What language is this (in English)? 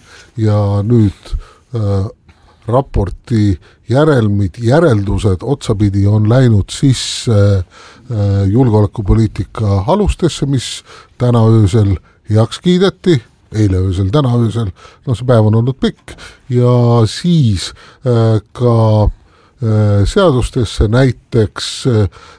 Estonian